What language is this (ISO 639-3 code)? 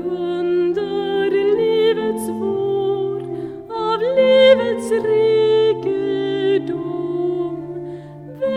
swe